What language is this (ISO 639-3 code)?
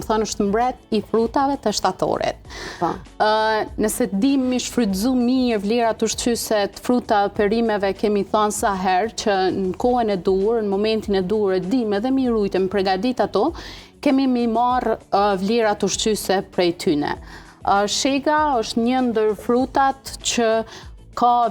sqi